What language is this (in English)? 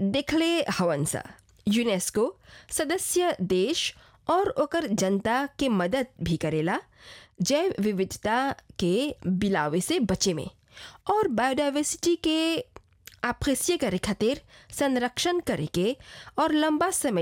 Bhojpuri